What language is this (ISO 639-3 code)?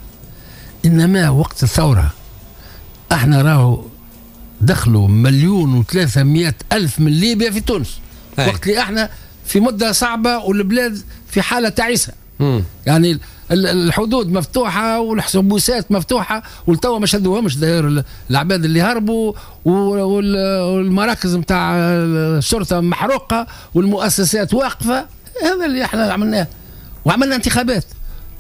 aeb